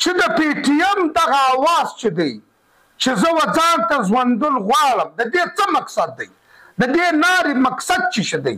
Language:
Pashto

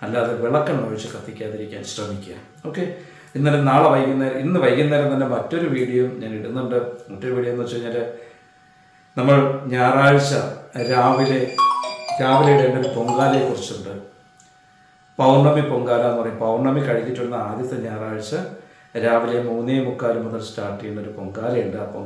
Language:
Malayalam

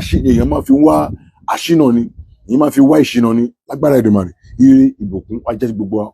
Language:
Yoruba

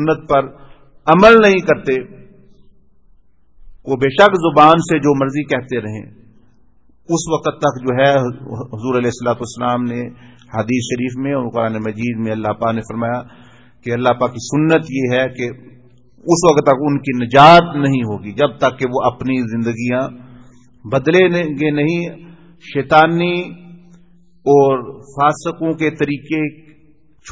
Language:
Urdu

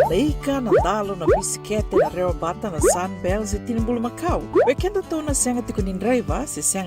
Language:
Fijian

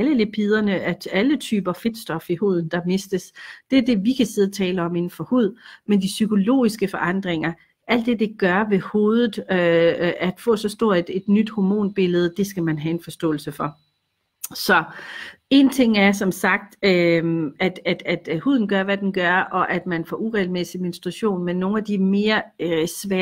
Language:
Danish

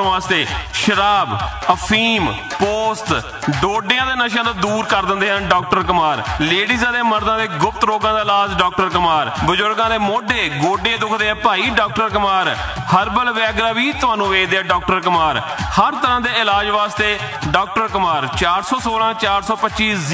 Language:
Punjabi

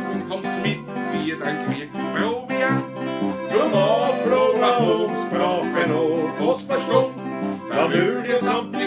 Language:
Bavarian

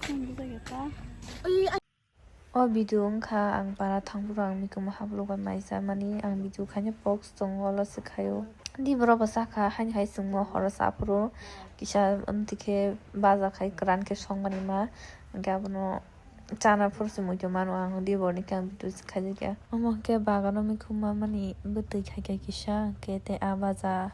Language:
Kok Borok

